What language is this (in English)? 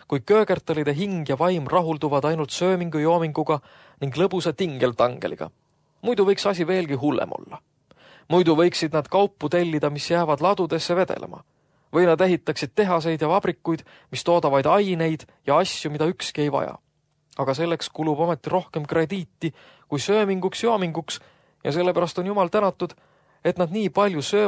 Estonian